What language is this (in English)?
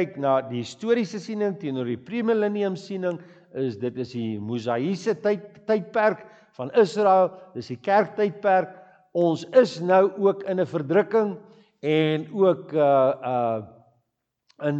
Afrikaans